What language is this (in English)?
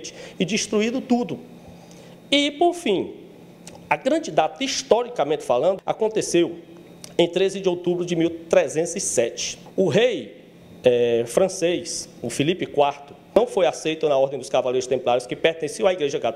Portuguese